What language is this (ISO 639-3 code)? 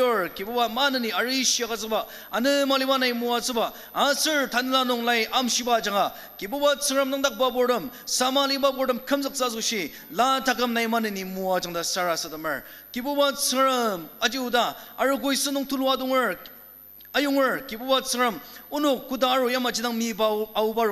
njo